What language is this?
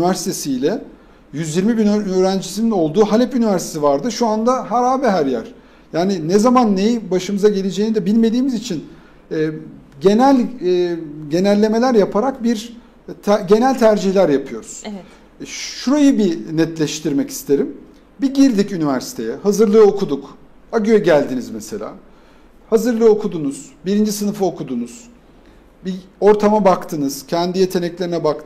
Turkish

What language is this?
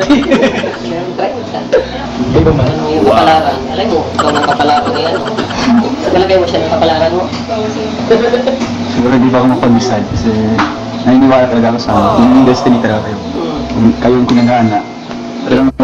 Filipino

